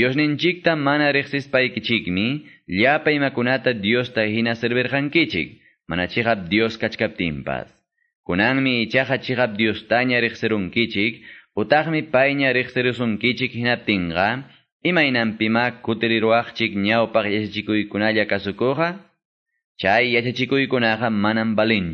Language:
Quechua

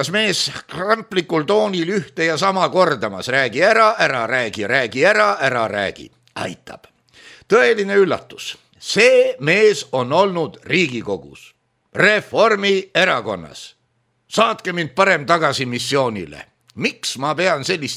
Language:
Estonian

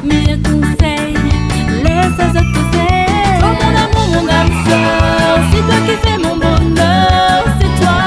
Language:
Réunion Creole French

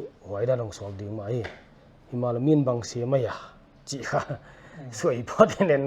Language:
Paite Chin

